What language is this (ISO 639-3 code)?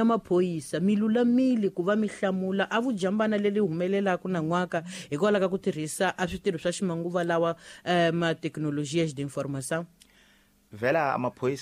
tso